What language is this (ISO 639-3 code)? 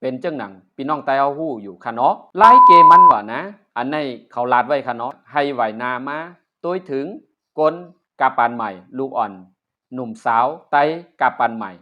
shn